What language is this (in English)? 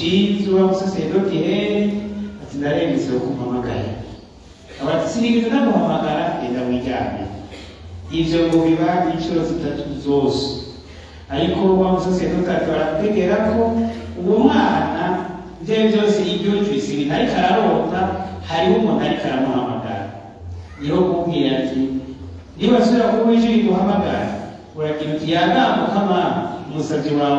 Rundi